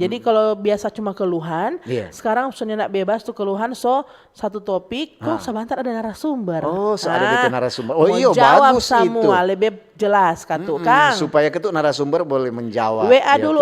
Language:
Manado Malay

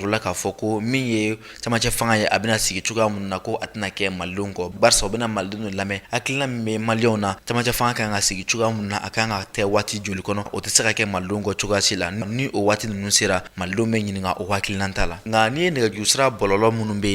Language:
Bambara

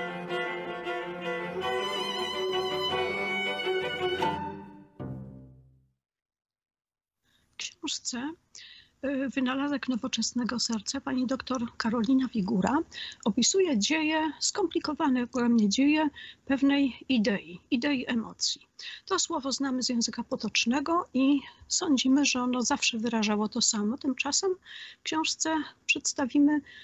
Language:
Polish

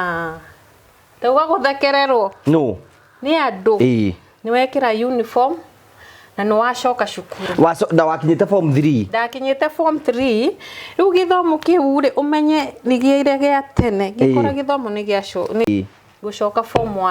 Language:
Kikuyu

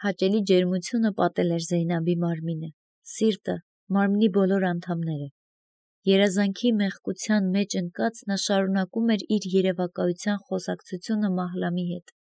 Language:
Armenian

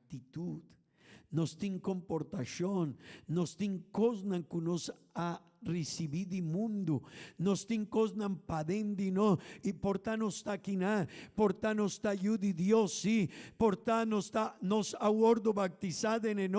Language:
Papiamento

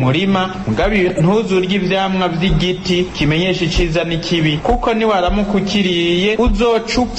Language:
Rundi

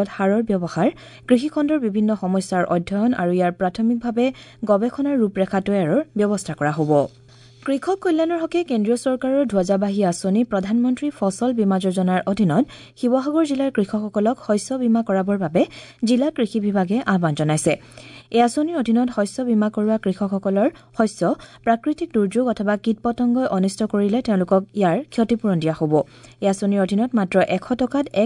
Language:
Assamese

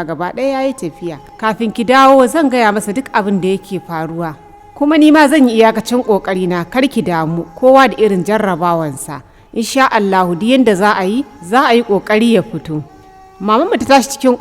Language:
Hausa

